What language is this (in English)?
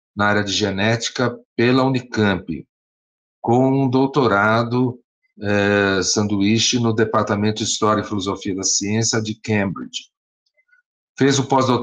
Portuguese